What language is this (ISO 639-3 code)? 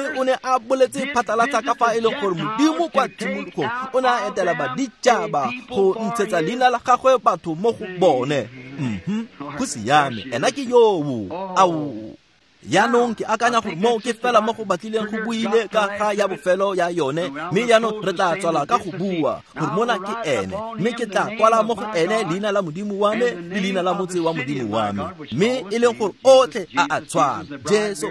tsn